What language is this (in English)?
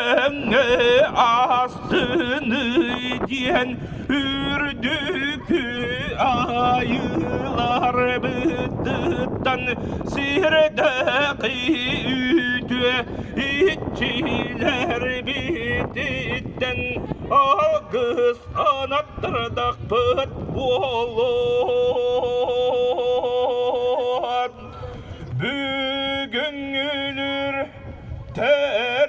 Yakut